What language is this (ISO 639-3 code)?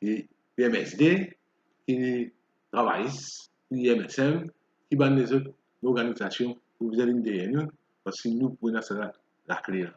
mfe